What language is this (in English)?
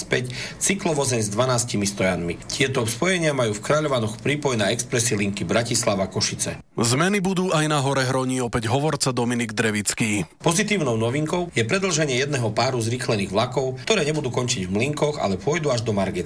Slovak